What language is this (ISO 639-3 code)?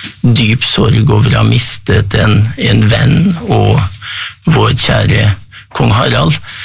nor